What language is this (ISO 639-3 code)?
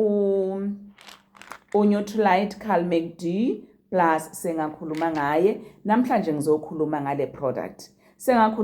zul